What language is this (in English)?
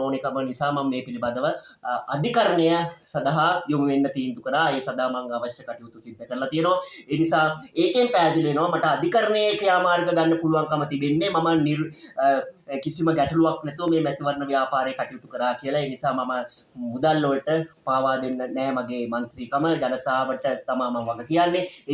Sinhala